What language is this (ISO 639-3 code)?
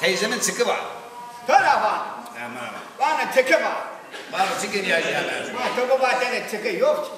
zza